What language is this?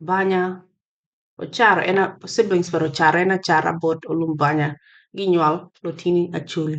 Acoli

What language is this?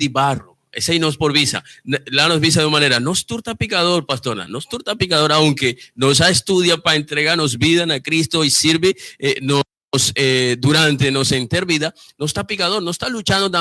Papiamento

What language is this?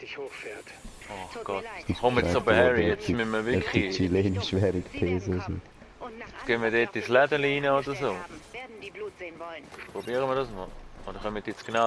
Swiss German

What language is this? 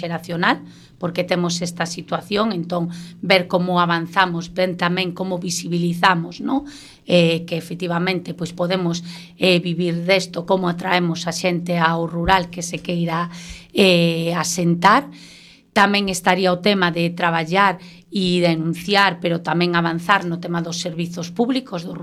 Galician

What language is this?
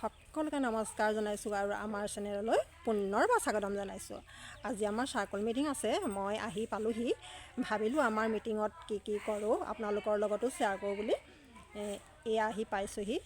Assamese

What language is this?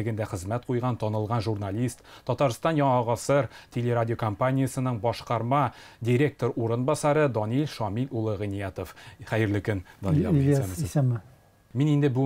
Tatar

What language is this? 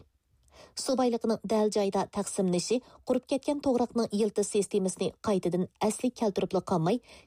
Uyghur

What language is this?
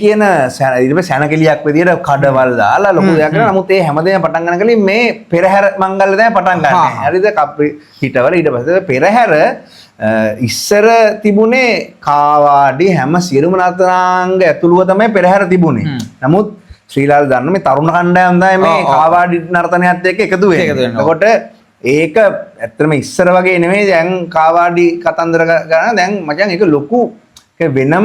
Sinhala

